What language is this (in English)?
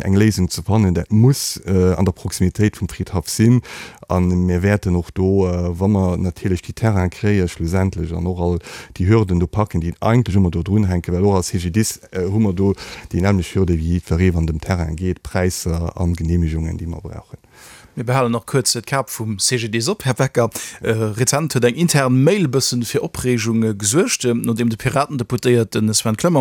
Luxembourgish